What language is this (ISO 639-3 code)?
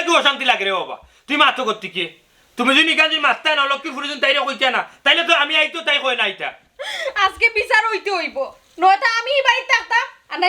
syl